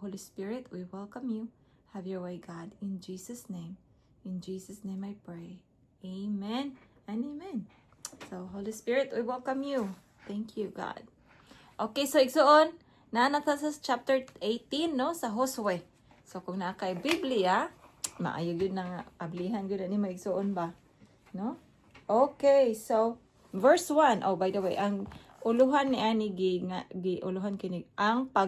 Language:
Cebuano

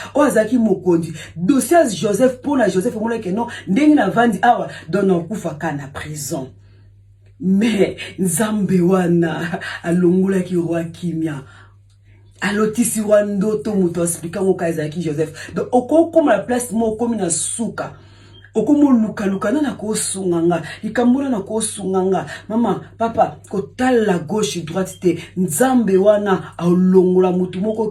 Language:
Lingala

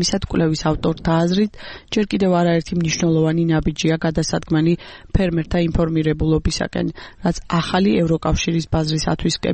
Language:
Georgian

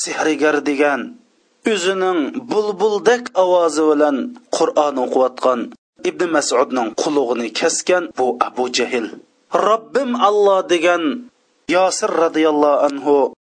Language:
Uyghur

